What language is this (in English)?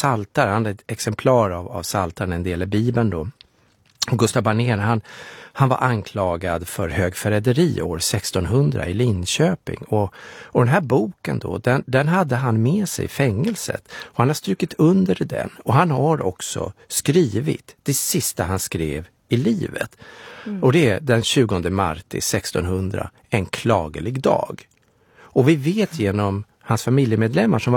Swedish